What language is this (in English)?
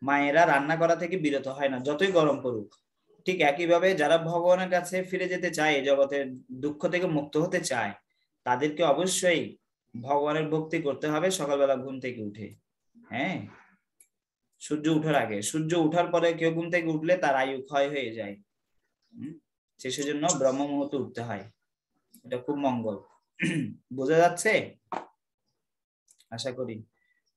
Bangla